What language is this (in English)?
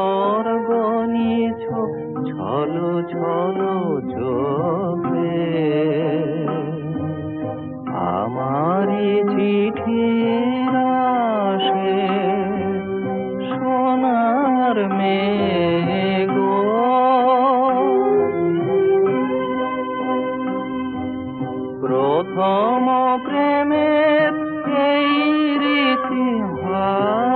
Bangla